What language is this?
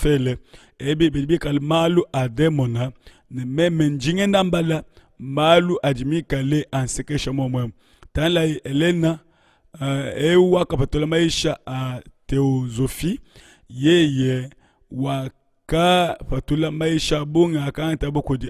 Luba-Lulua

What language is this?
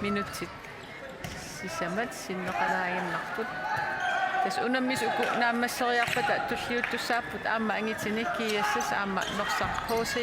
Kalaallisut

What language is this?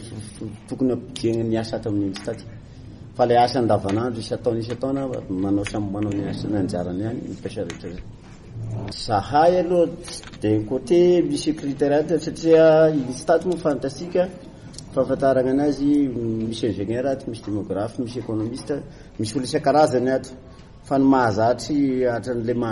Malagasy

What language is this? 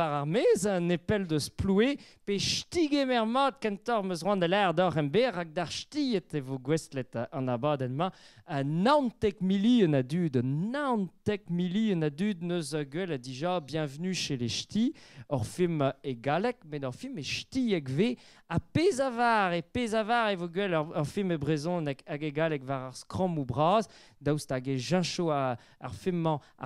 Breton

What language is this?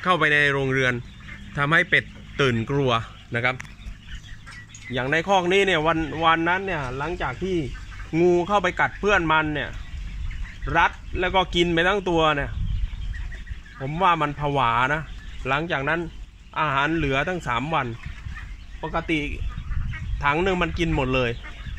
Thai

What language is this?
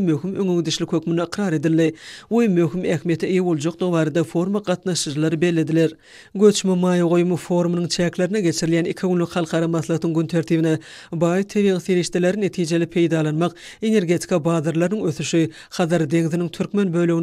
Turkmen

